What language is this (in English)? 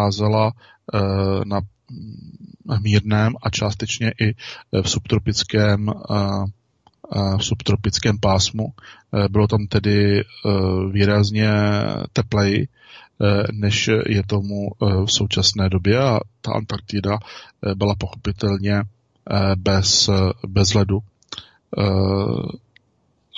Czech